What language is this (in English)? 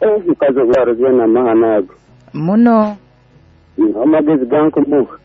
Nyoro